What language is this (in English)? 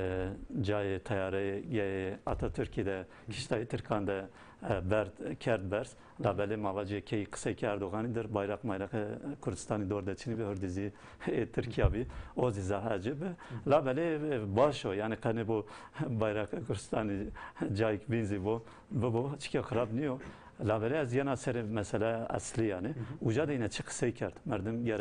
Zaza